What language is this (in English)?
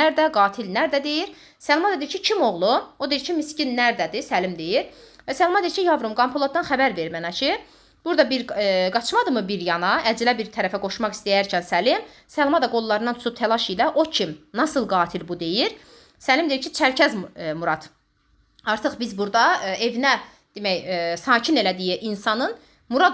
Azerbaijani